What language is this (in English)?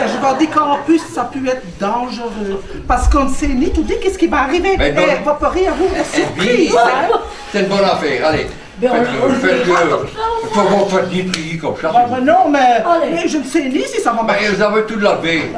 Picard